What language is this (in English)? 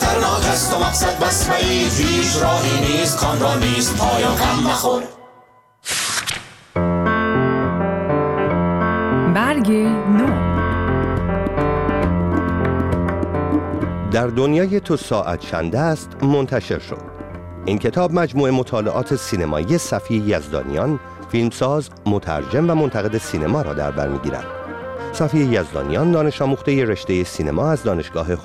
Persian